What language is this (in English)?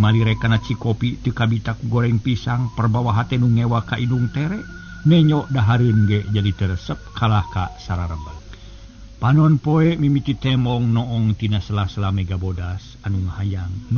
Sundanese